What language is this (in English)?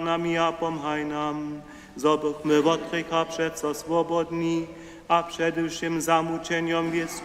Upper Sorbian